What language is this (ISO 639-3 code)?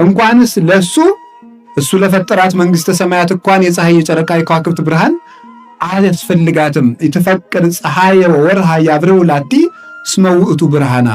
amh